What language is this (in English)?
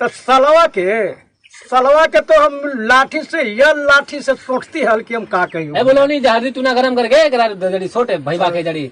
Magahi